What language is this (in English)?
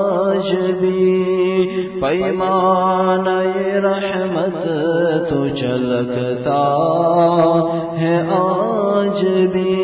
Urdu